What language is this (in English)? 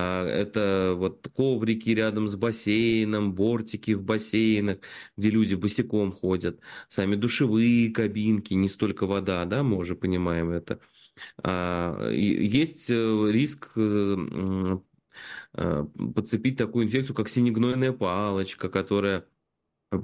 Russian